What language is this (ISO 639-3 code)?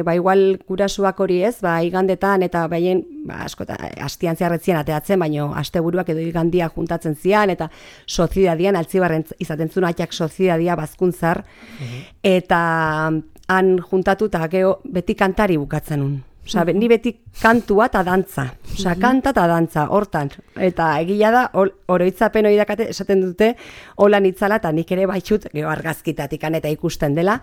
eus